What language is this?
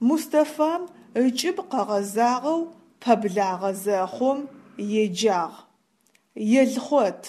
Adyghe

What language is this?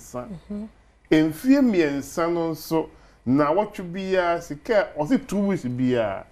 Akan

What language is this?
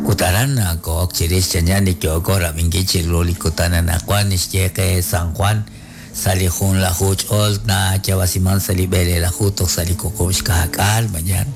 Kekchí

